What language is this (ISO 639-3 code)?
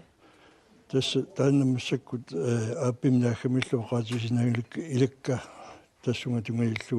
kal